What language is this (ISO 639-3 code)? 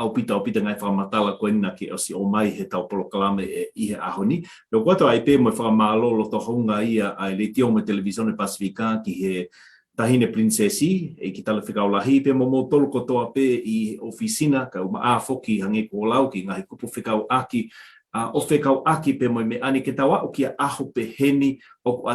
ton